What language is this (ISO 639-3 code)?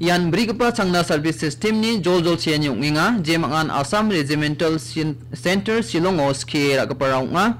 grt